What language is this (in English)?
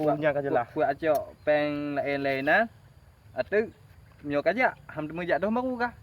Achinese